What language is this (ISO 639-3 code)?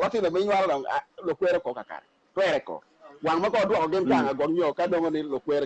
ach